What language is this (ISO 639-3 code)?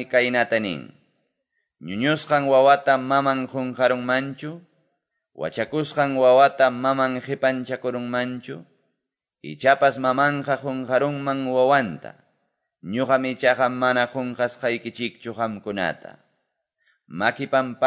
que